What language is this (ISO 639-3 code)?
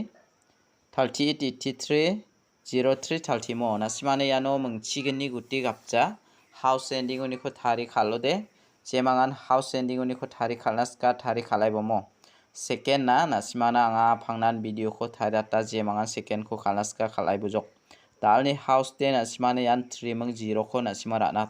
grt